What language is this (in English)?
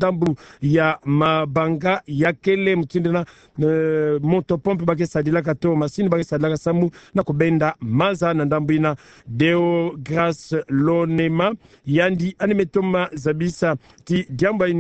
Kituba (Democratic Republic of Congo)